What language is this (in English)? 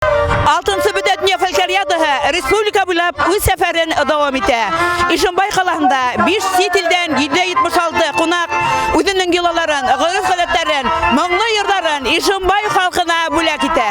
Bashkir